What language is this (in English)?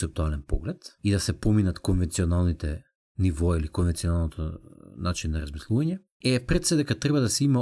Macedonian